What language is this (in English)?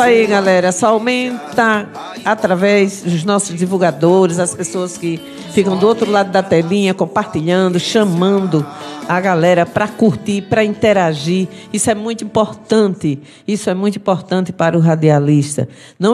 Portuguese